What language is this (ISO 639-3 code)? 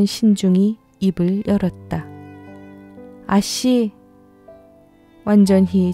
kor